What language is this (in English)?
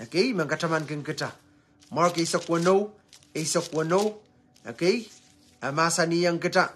Pohnpeian